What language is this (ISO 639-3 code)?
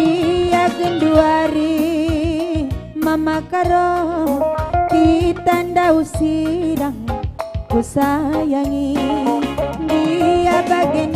btx